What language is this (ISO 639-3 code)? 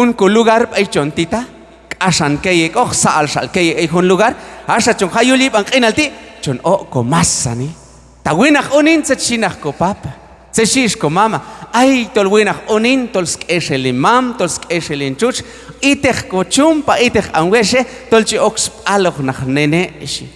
kjb